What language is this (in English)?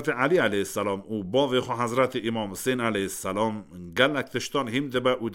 Kurdish